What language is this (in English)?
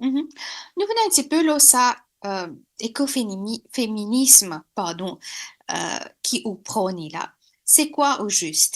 Morisyen